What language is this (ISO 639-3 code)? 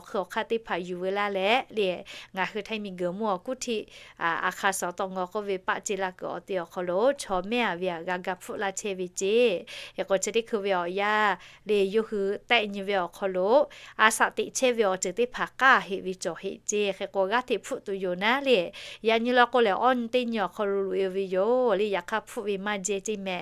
lhu